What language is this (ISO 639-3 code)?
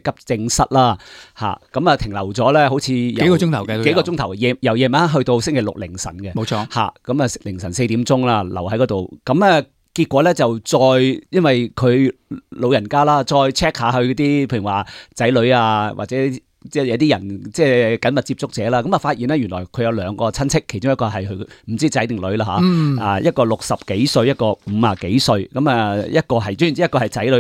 yue